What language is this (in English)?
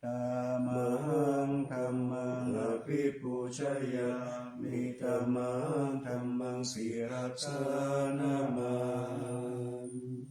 Pali